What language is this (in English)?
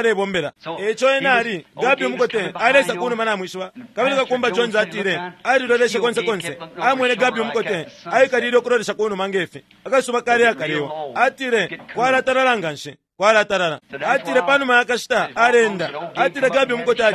Bemba